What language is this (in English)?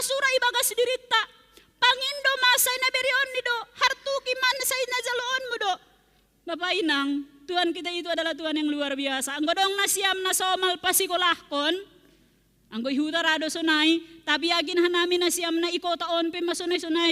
Batak Simalungun